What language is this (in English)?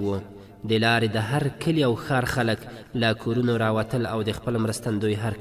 Pashto